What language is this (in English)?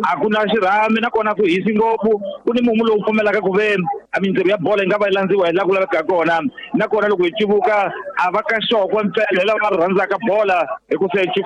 Tsonga